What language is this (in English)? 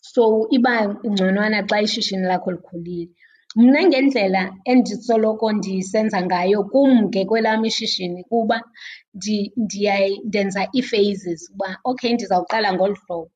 Xhosa